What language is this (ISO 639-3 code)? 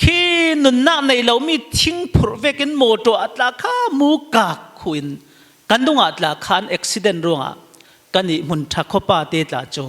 cfm